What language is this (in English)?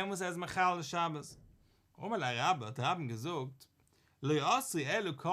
Yiddish